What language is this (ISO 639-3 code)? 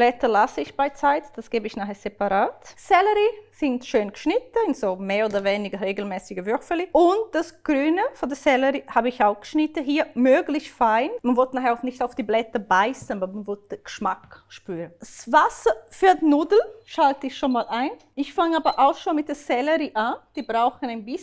gsw